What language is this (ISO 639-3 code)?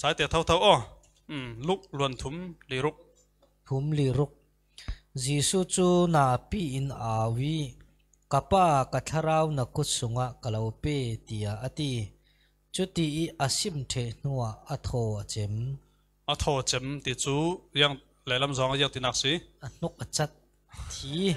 cfm